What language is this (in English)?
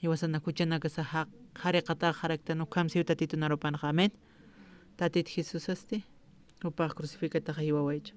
Aymara